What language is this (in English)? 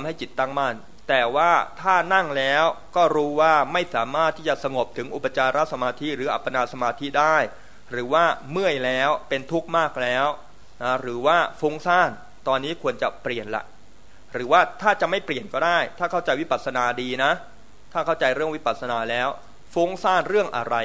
Thai